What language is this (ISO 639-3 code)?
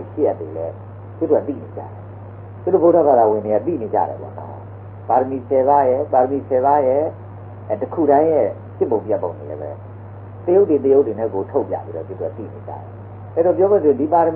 mya